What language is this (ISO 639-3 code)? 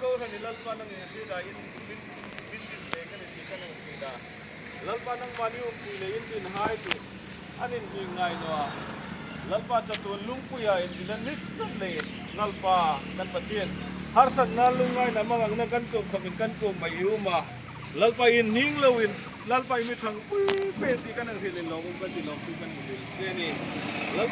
hmr